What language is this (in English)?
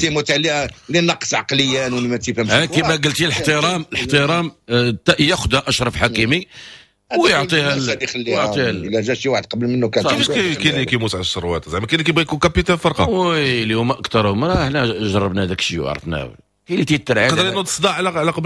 Moroccan Arabic